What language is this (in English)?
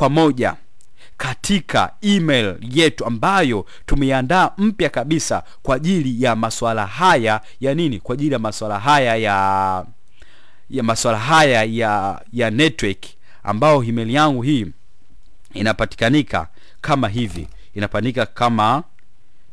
Swahili